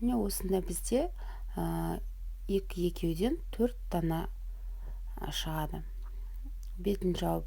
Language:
Kazakh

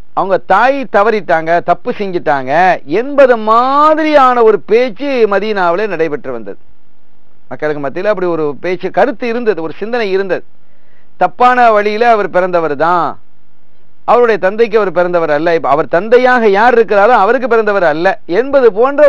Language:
Tamil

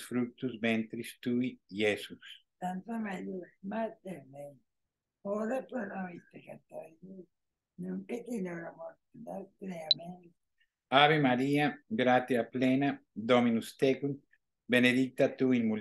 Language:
Latin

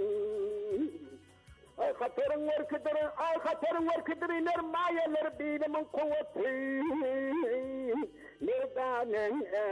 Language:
Turkish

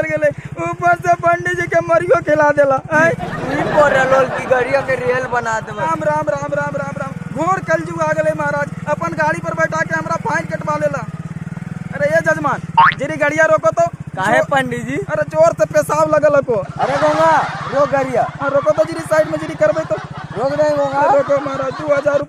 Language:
Magahi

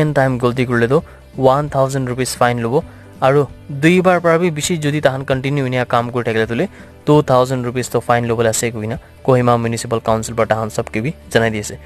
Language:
Naga Pidgin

